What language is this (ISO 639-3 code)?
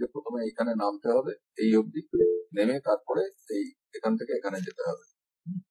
ben